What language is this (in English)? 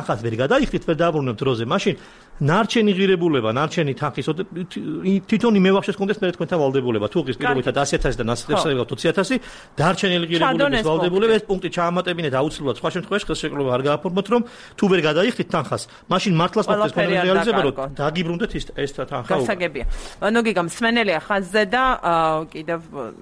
Georgian